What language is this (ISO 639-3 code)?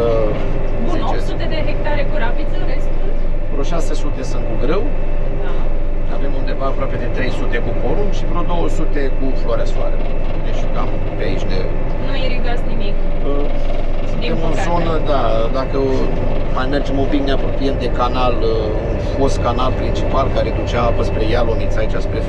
ron